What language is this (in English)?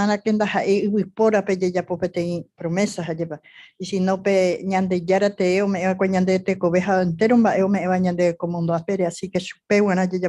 Guarani